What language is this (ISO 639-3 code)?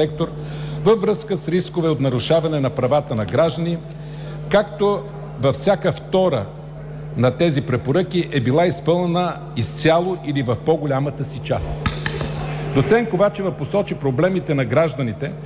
bul